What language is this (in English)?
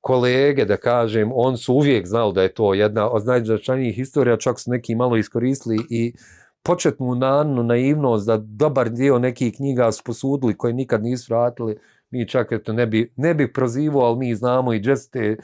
Bosnian